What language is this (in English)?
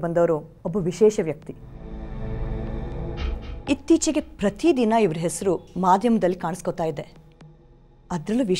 Kannada